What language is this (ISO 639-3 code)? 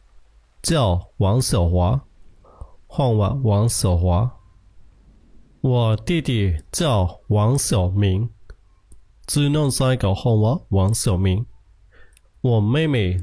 shn